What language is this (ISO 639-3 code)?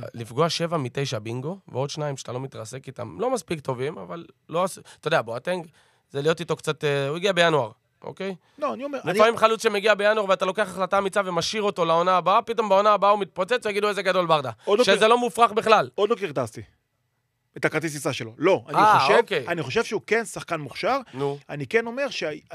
heb